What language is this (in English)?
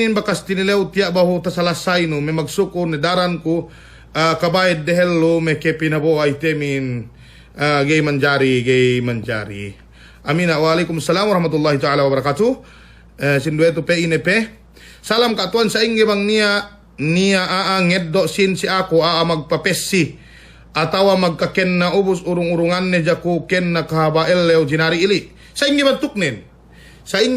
Yakan